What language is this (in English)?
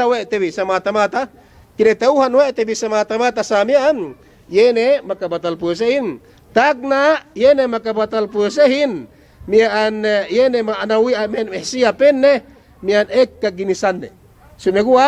Yakan